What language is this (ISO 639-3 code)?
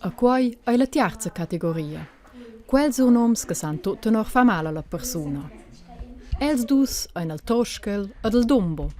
roh